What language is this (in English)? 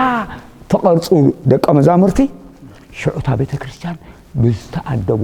Tigrinya